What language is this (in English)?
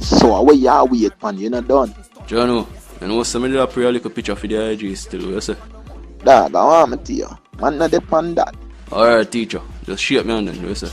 Jamaican Creole English